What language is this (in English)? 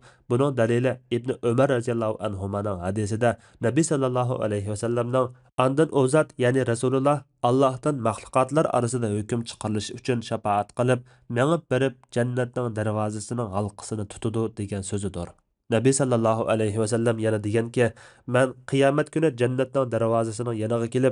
Uyghur